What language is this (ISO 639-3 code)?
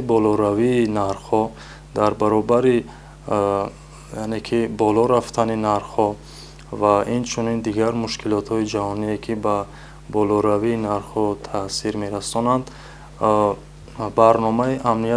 tgk